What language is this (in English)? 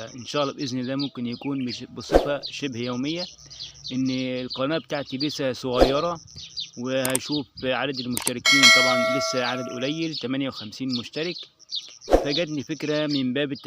Egyptian Arabic